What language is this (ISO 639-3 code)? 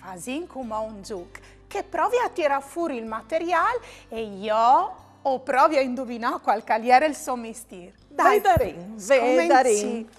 fur